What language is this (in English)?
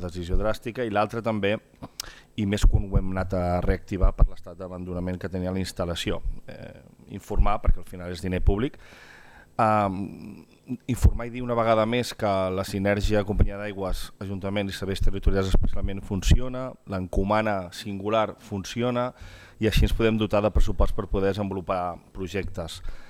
Catalan